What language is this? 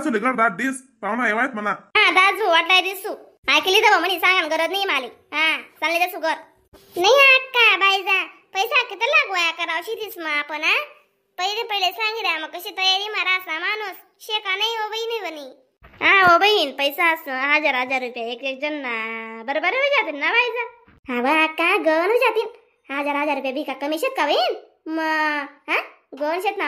Khandesi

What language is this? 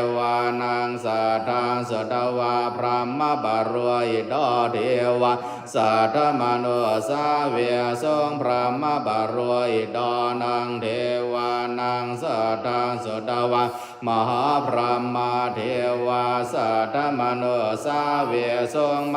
Pali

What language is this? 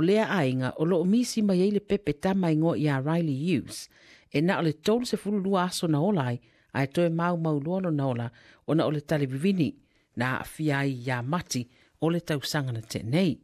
Samoan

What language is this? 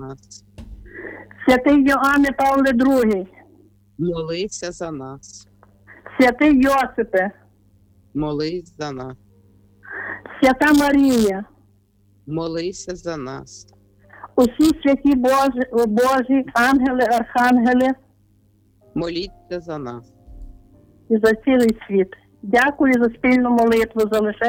Ukrainian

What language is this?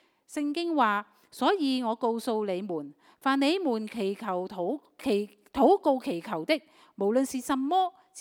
Cantonese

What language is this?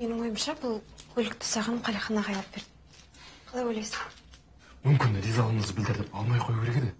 Kazakh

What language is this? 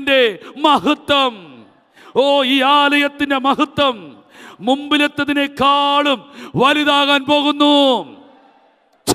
Malayalam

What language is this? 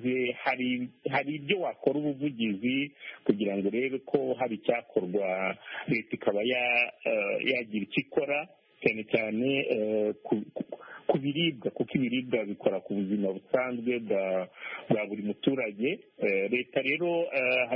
Kinyarwanda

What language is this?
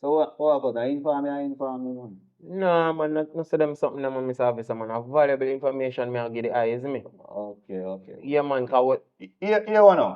Jamaican Creole English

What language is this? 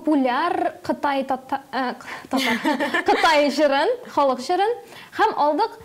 Tatar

